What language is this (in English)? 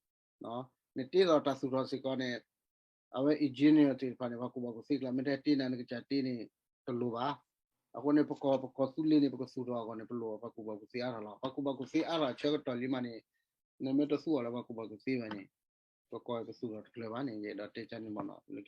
S'gaw Karen